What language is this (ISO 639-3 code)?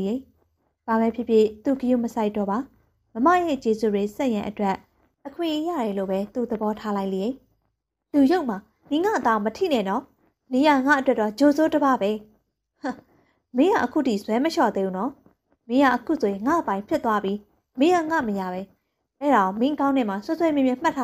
mya